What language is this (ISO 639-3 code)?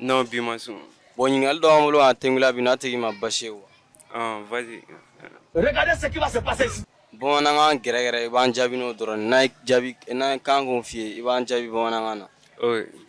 bam